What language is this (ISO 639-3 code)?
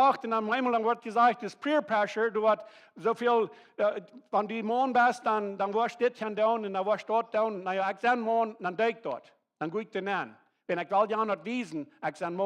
pdt